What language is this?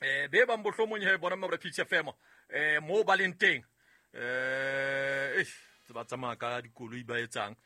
Southern Sotho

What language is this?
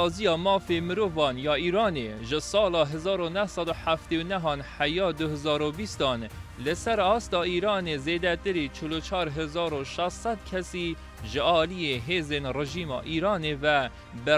Kurdish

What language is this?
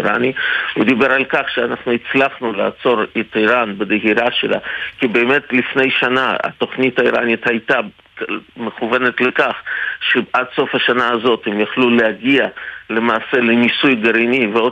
Hebrew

